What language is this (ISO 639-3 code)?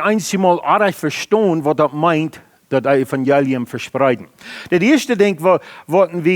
pdt